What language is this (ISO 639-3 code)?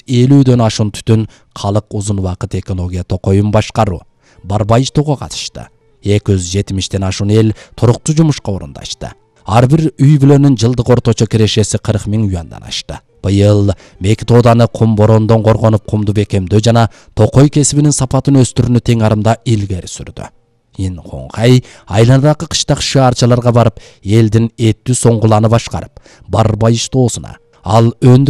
kir